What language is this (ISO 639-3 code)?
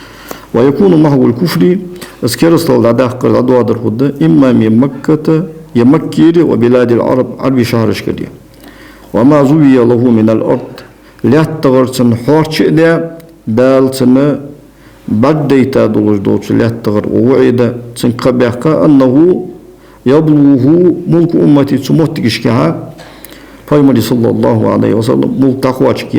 inh